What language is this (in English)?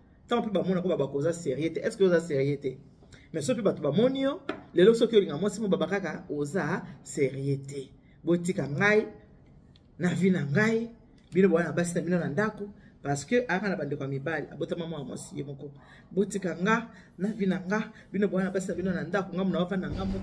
Lingala